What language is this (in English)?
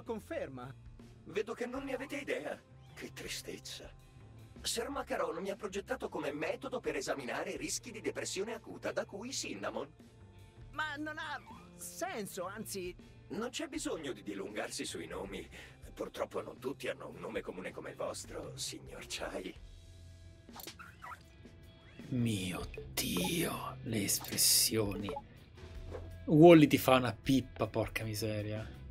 Italian